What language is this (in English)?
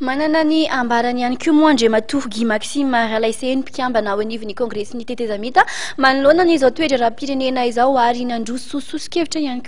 Malagasy